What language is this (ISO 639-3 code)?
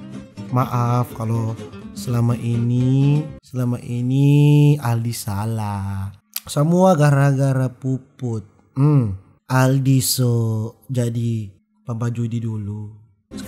xmm